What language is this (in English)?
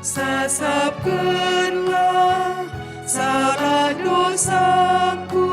Batak Karo